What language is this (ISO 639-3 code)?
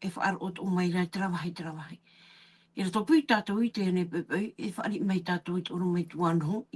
tah